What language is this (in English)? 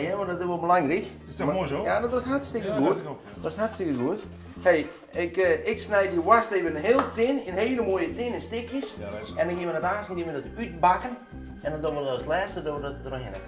Western Frisian